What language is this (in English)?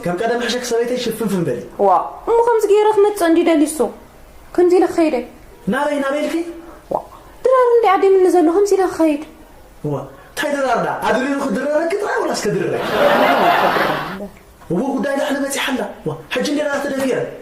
Tigrinya